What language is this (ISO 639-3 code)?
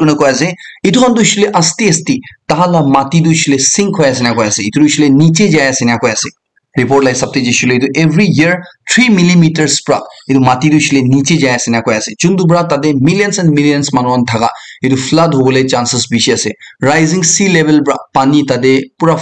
nag